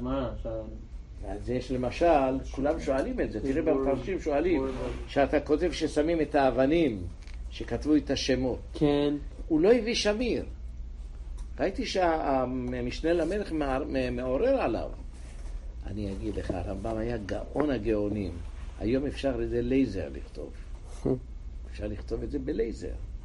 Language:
Hebrew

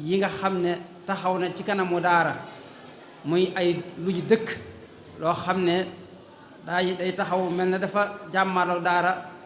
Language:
Wolof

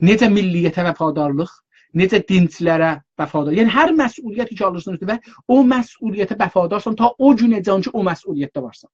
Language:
South Azerbaijani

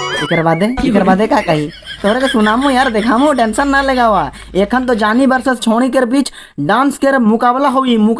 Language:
Sadri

